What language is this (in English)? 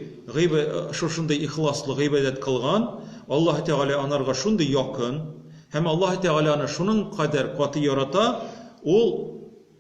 Tatar